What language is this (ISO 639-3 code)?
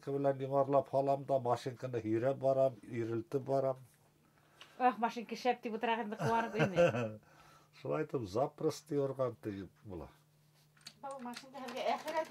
bak